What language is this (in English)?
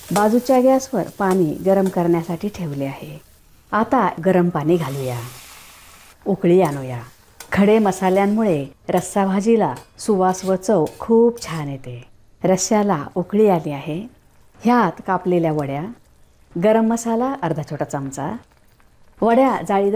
Marathi